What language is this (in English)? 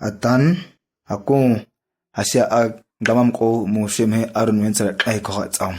ǁGana